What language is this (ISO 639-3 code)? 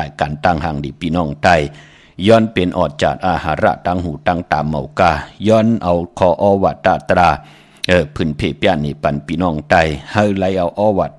shn